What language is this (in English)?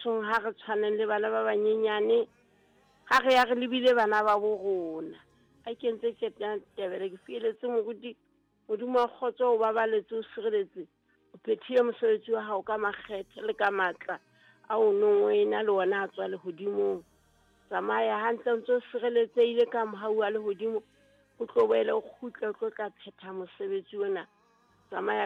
Southern Sotho